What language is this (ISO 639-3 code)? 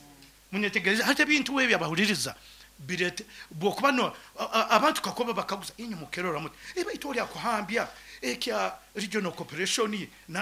nyn